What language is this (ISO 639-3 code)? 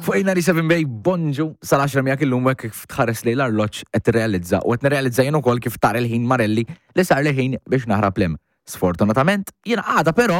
mlt